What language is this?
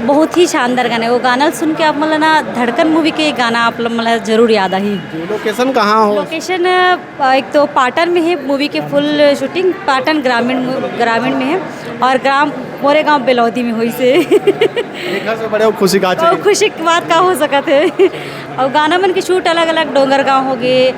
Chhattisgarhi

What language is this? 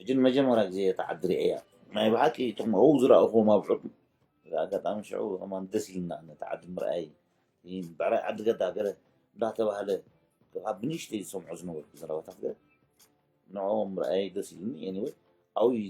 Tigrinya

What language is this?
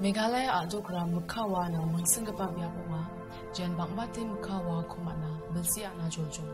Garo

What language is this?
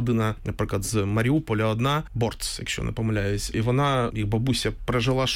Ukrainian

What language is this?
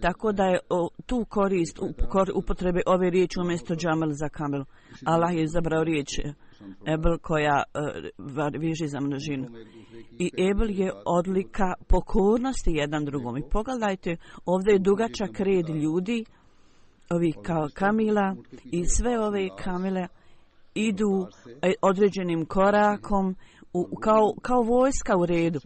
Bosnian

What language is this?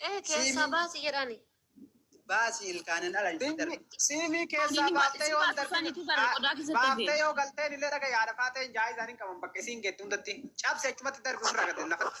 Oromo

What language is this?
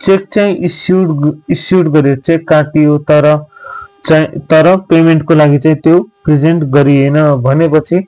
Nepali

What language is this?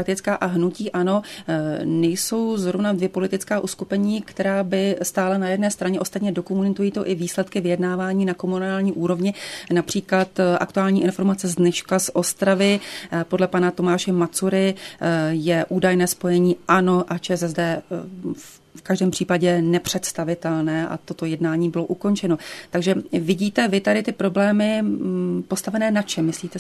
Czech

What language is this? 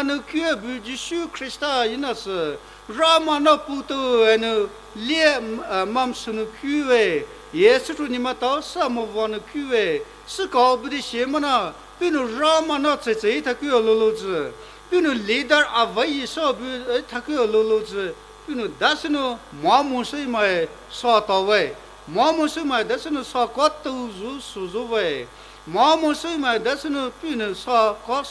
Poumei Naga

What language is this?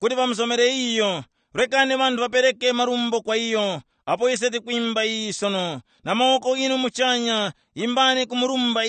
Tumbuka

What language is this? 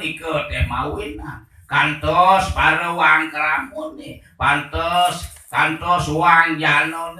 Balinese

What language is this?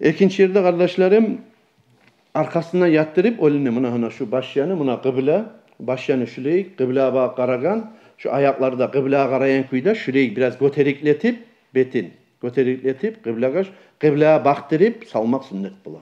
Kumyk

